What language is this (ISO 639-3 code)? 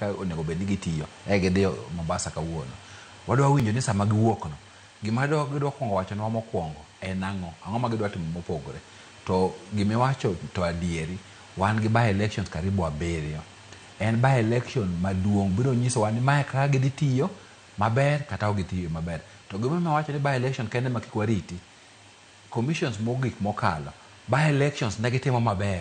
luo